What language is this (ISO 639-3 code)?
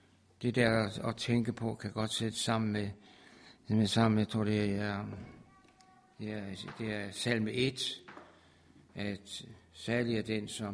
dan